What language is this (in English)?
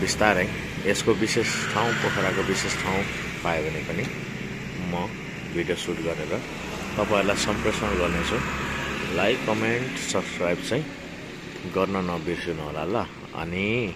Nepali